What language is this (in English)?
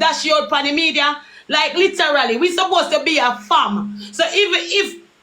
Jamaican Creole English